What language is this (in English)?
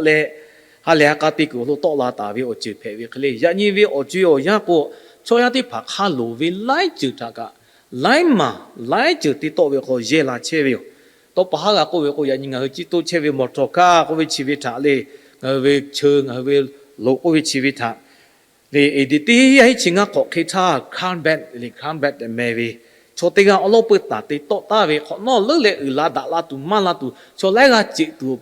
Lahu